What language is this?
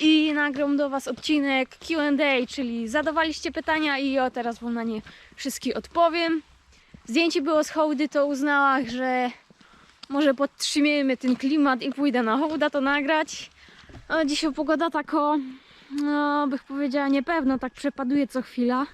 Silesian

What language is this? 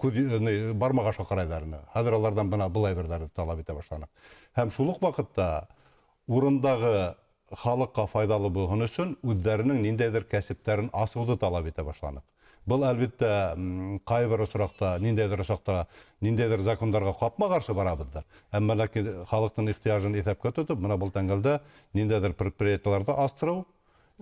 Bashkir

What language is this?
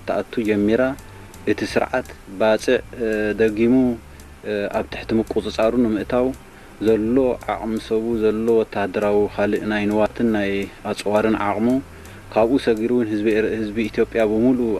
Tigrinya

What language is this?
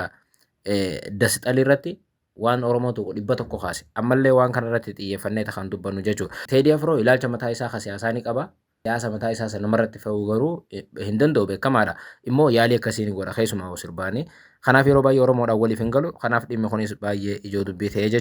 Oromo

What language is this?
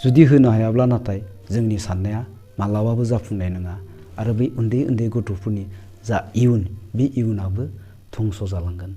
Bodo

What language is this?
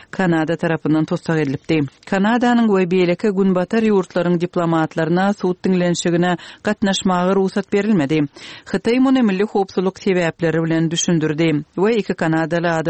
Turkmen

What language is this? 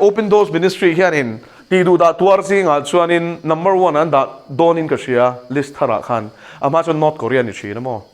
Mizo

